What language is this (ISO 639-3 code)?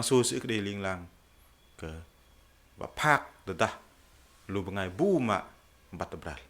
bdq